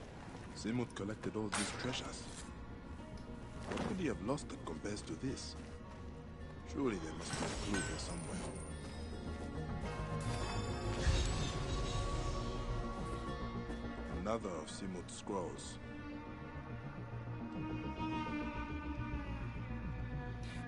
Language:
English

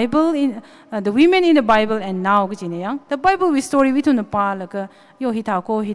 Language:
Tangkhul Naga (India)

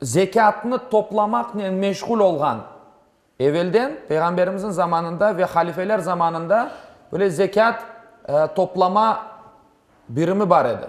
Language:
Crimean Tatar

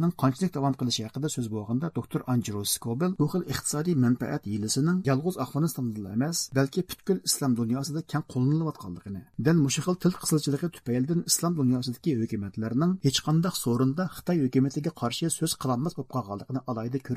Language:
Uyghur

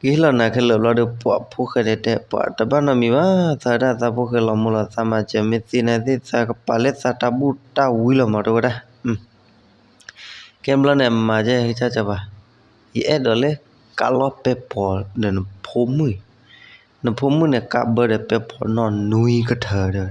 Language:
S'gaw Karen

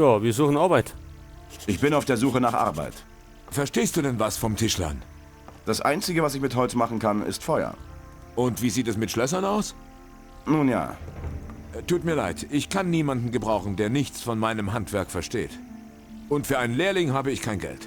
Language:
Bavarian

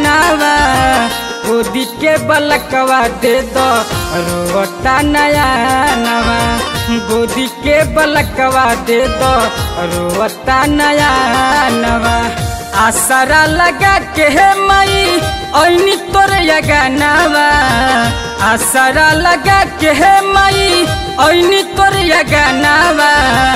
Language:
Bhojpuri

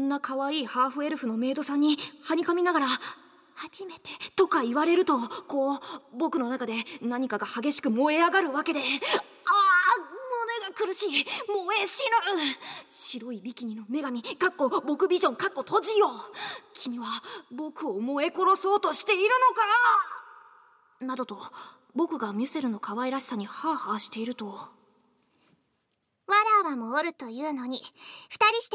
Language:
Japanese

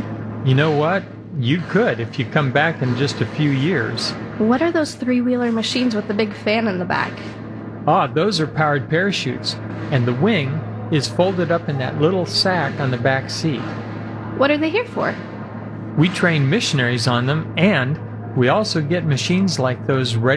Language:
English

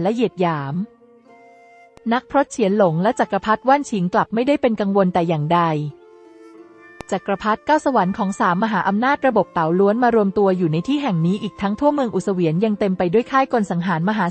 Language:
Thai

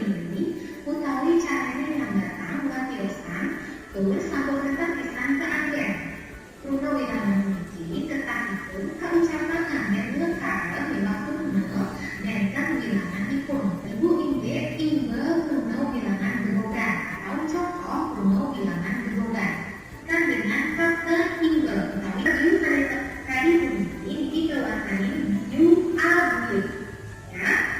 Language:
Balinese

